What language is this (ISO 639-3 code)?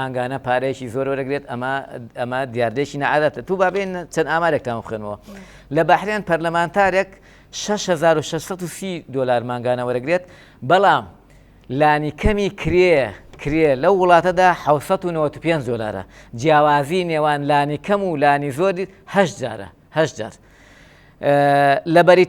ckb